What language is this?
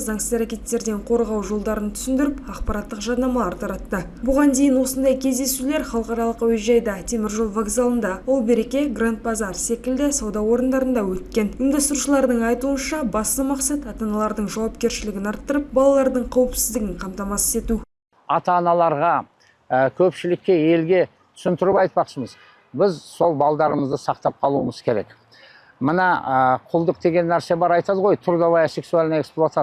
Kazakh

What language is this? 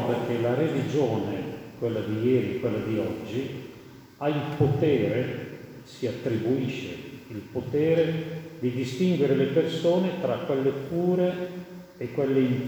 Italian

